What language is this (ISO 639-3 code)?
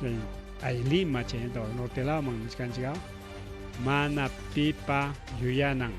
quy